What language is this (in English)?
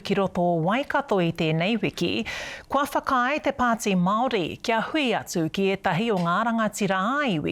Māori